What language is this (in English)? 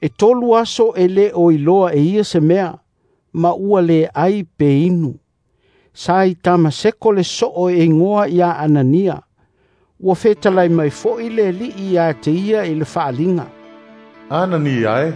Samoan